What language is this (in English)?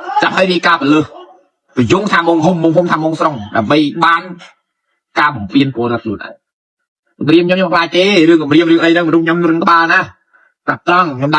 Khmer